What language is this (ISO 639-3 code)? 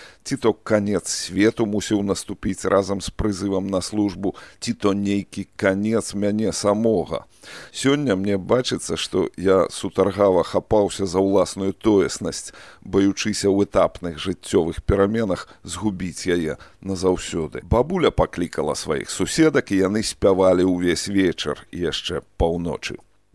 bel